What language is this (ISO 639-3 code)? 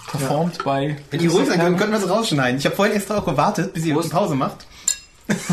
deu